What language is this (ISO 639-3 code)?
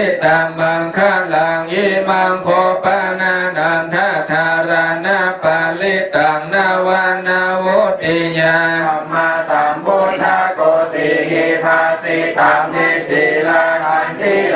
pli